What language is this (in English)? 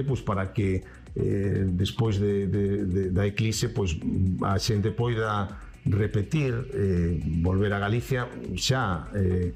Galician